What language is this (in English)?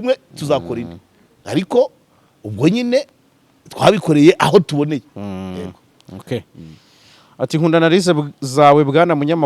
Kinyarwanda